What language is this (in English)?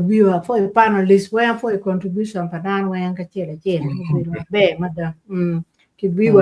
Acoli